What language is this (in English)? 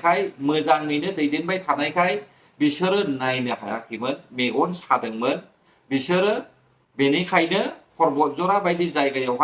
Bodo